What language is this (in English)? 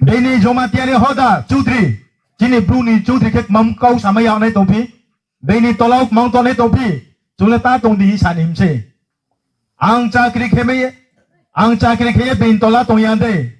Riang (India)